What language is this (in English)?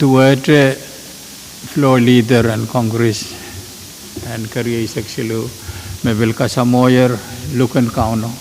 Pohnpeian